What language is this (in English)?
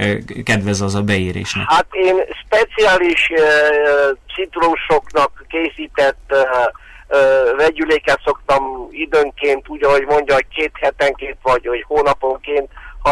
Hungarian